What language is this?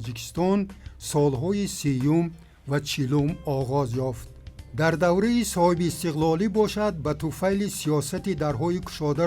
Tajik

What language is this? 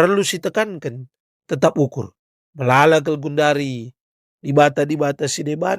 Batak Karo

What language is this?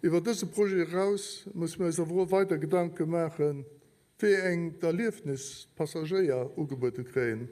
Luxembourgish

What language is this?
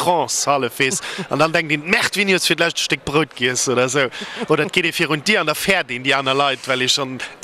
Luxembourgish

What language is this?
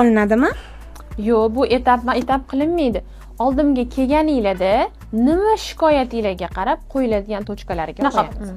Uzbek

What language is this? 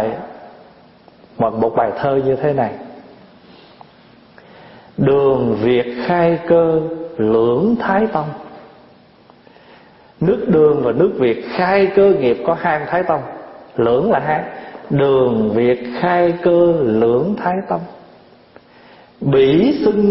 Vietnamese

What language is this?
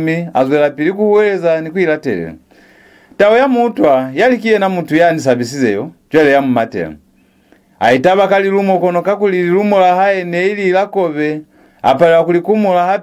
Lozi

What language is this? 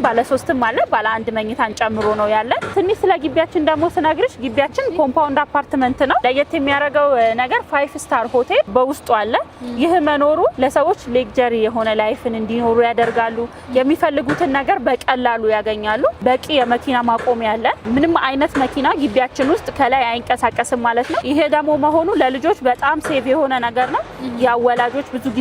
Amharic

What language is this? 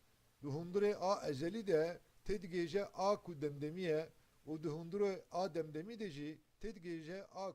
Kurdish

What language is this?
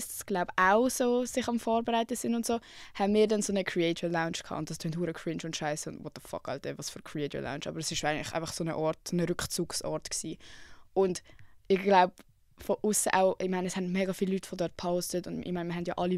Swiss German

